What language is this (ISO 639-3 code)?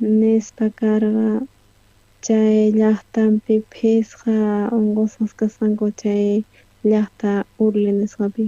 quh